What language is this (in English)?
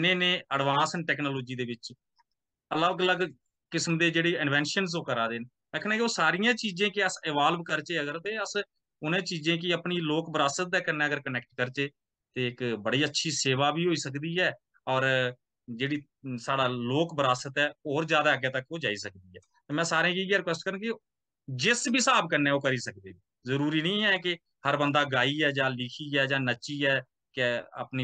Dogri